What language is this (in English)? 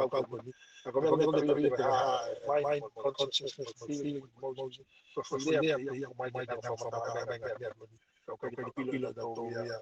Tongan